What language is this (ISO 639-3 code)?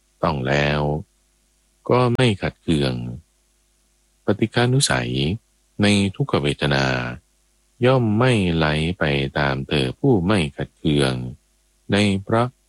tha